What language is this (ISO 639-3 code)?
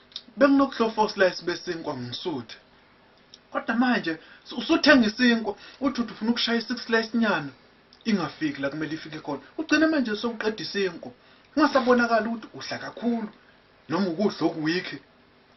zul